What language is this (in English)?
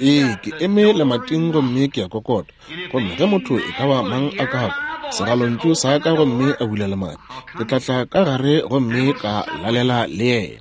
Northern Sotho